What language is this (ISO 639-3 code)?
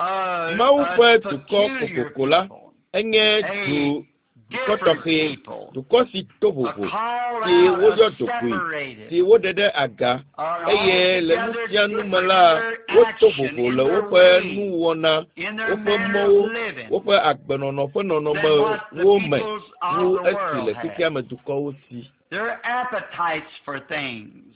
ewe